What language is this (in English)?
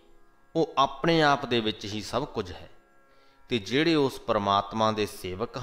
Punjabi